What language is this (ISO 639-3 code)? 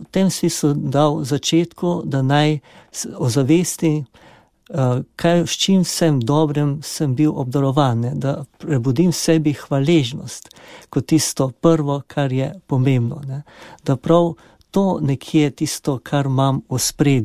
slv